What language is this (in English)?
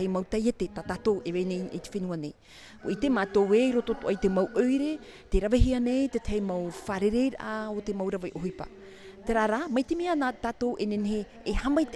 Tahitian